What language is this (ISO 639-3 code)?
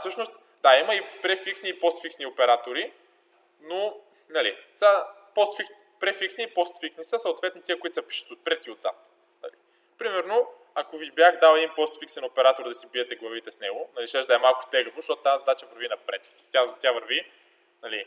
bul